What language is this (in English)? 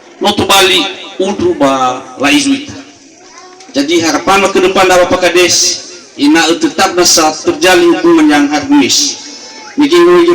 Nias